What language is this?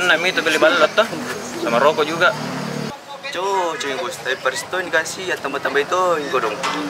Makassar Malay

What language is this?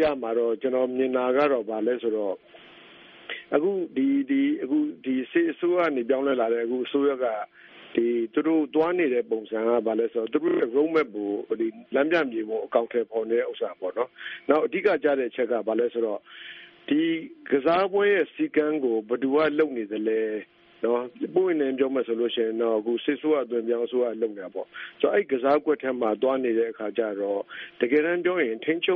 Burmese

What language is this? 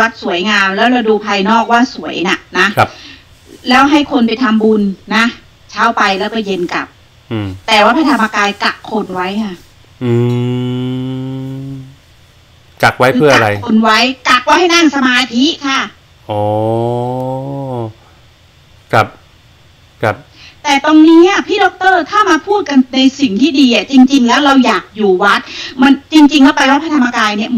Thai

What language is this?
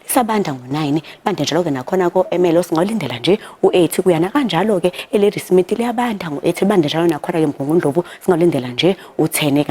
Zulu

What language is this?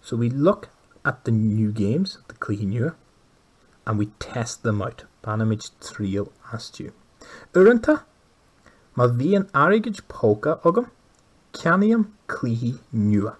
Irish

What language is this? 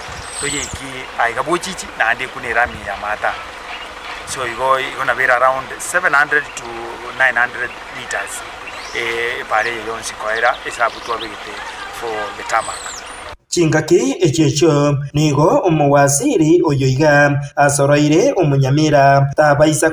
Gusii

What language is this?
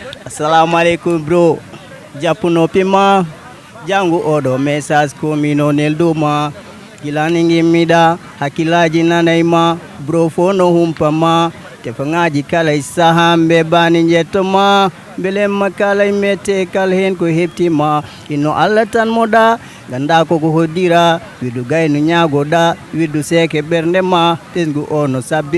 Fula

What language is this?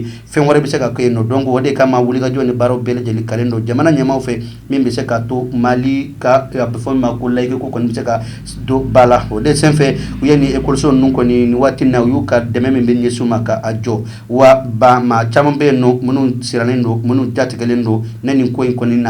Bambara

